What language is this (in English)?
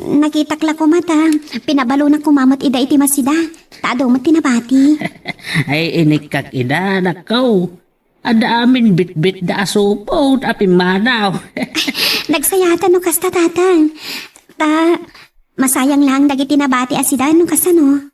Iloko